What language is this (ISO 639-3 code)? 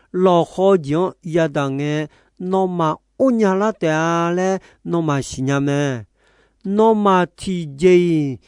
ahk